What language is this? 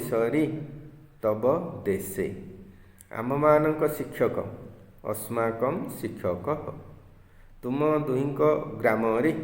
Odia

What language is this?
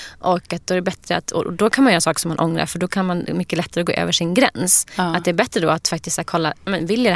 Swedish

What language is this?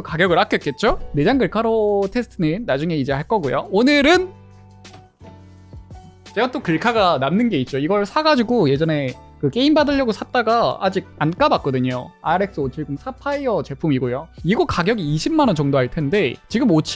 Korean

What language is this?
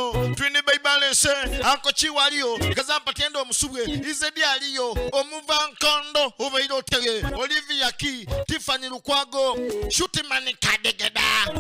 Soga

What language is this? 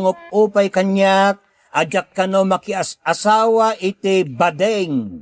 Iloko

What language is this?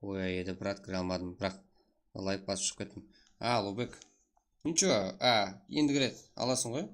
Kara-Kalpak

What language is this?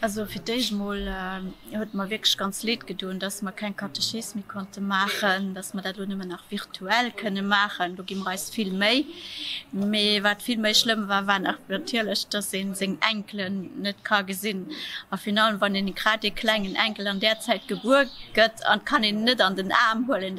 Luxembourgish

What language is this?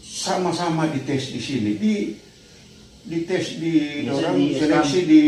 Manado Malay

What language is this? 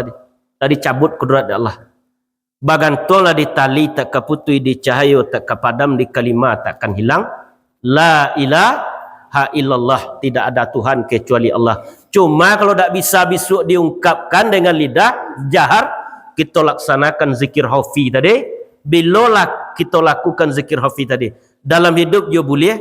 Minangkabau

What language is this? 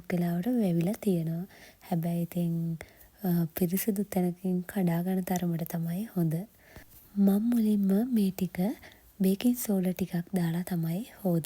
Sinhala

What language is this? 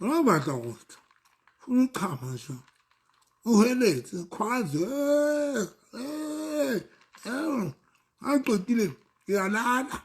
Southern Sotho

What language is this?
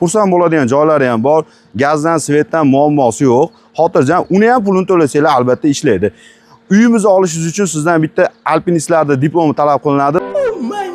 Uzbek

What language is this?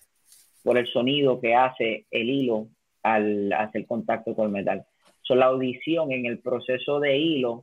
Spanish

